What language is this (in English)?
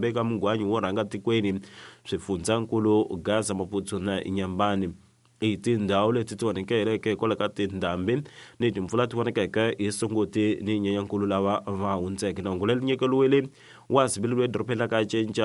Tsonga